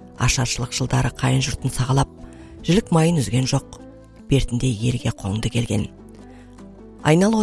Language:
Kazakh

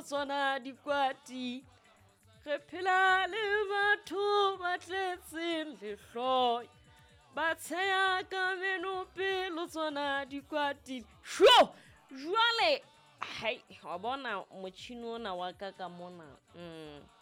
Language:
Southern Sotho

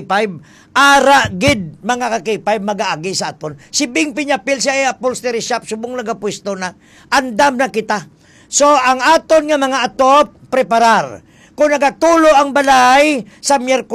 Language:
Hiligaynon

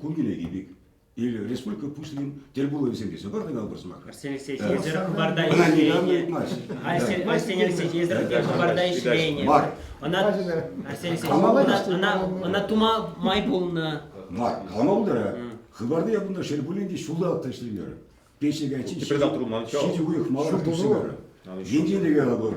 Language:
Chuvash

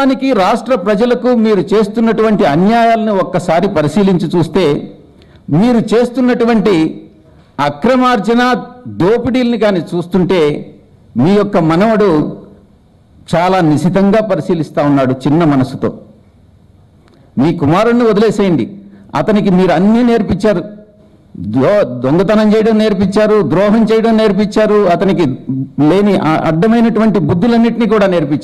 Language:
Telugu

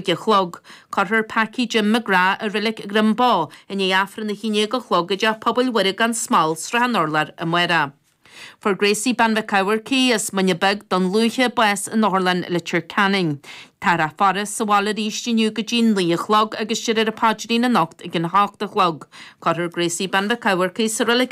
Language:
Irish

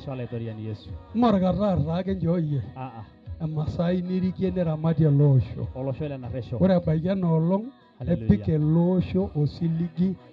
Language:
Masai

